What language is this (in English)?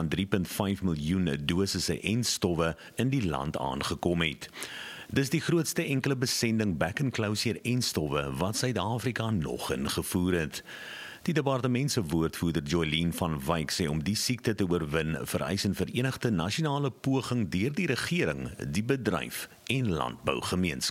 Afrikaans